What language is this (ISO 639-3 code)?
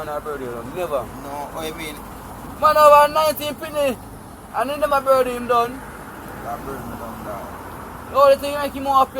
jam